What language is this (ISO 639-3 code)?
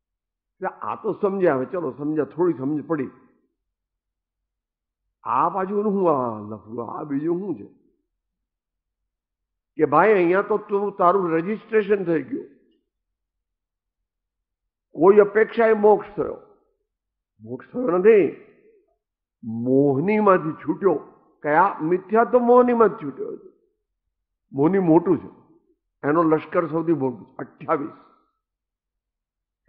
guj